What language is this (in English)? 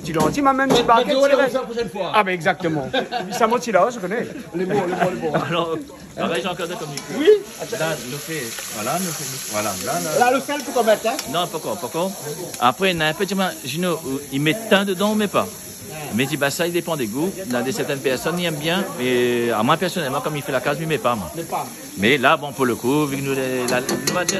Réunion Creole French